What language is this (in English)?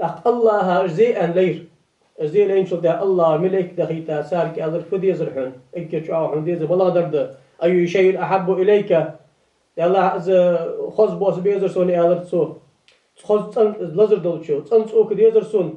Ingush